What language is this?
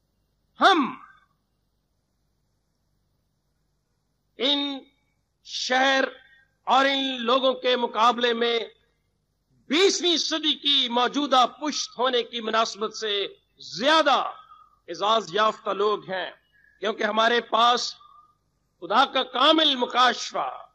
Urdu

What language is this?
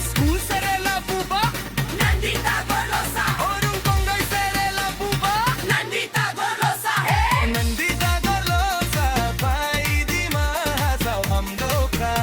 Dimasa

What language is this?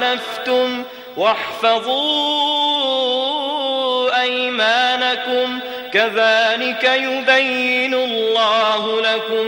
Arabic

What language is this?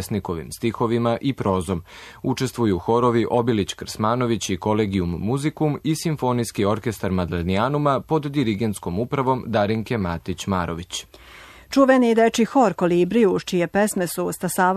Serbian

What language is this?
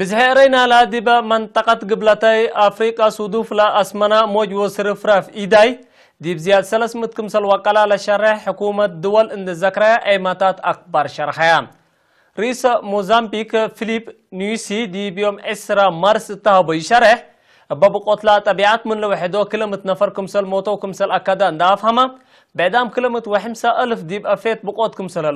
Tigre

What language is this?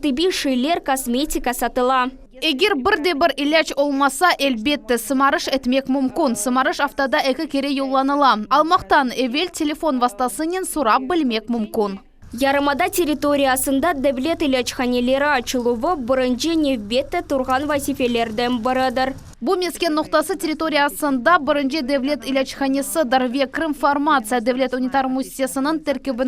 Crimean Tatar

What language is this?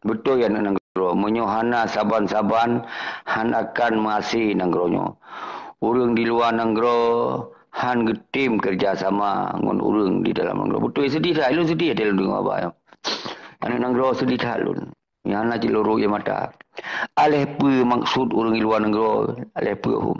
Achinese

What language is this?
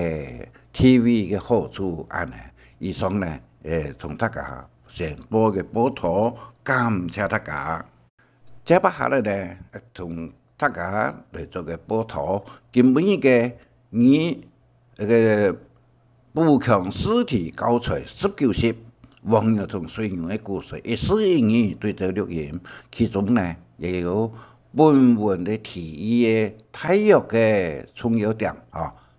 Hakka Chinese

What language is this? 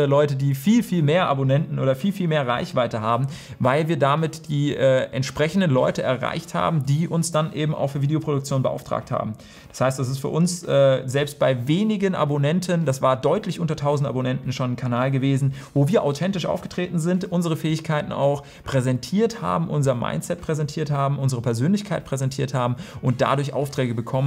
German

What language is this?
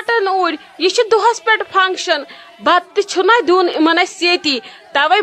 Kashmiri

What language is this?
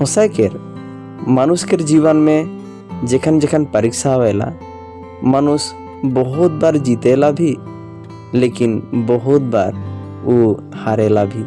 Sadri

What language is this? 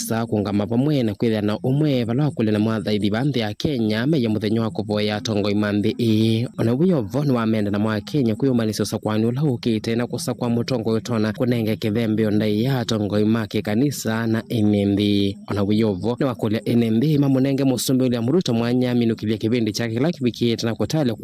Kamba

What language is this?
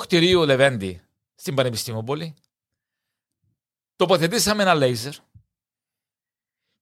Greek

